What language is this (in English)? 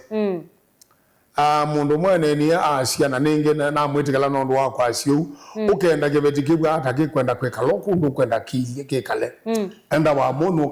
Kamba